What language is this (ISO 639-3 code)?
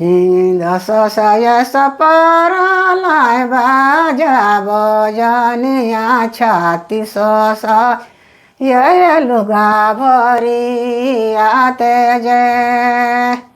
sck